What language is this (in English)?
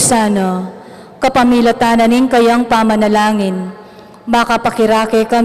Pampanga